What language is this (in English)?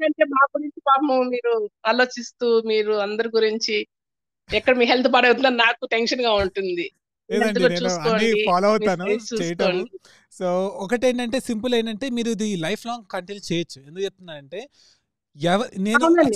Telugu